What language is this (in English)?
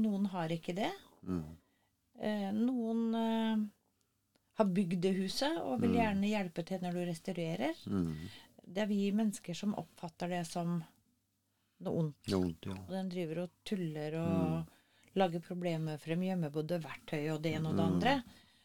Norwegian